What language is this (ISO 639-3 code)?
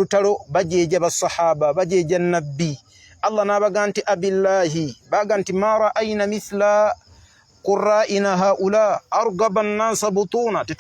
lug